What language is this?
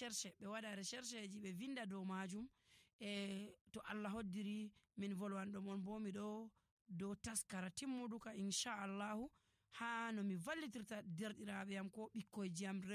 Nigerian Fulfulde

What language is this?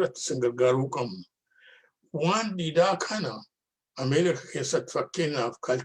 Oromo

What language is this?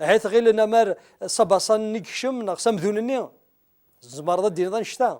Kabyle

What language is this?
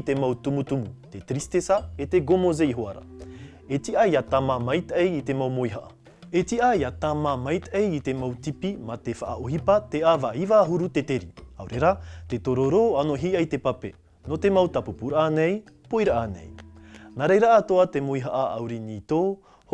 Tahitian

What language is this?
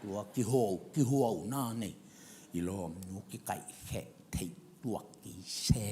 Tedim Chin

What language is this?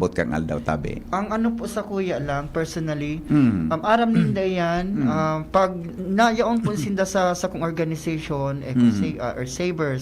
Bikol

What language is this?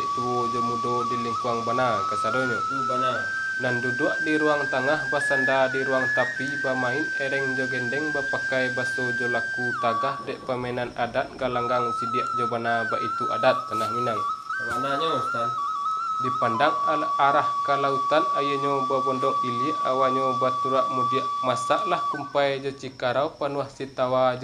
Minangkabau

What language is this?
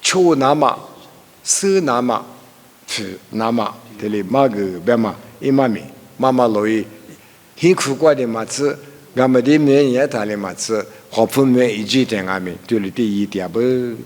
Lisu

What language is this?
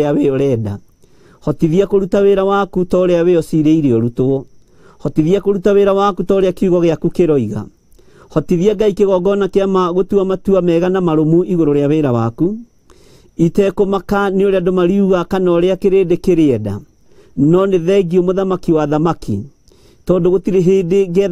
Kikuyu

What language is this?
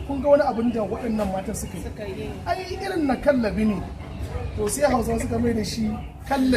Hausa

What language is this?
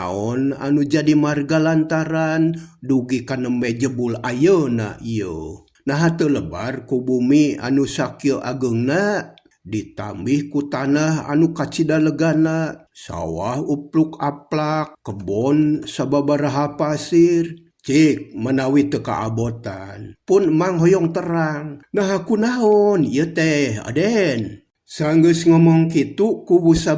Sundanese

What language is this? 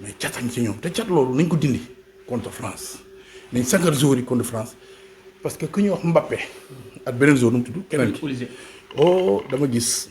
Wolof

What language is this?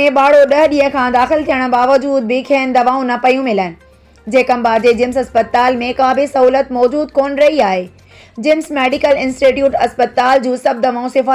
Sindhi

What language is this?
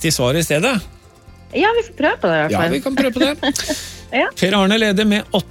Norwegian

